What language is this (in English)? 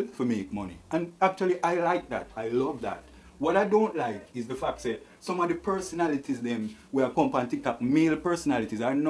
Jamaican Creole English